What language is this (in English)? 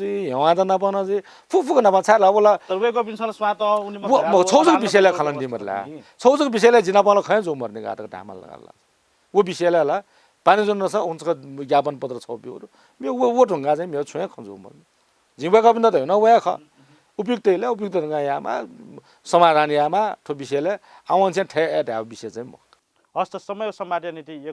Newari